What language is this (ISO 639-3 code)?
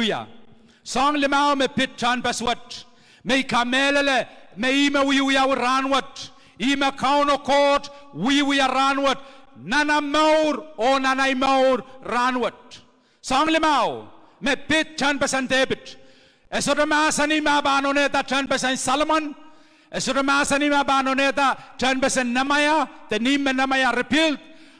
pon